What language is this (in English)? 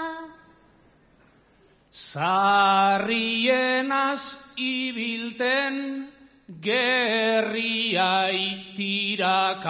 Basque